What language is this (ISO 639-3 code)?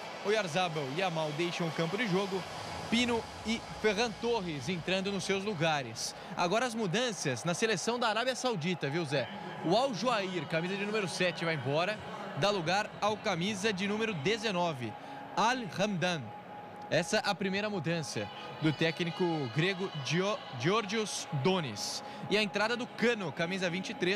por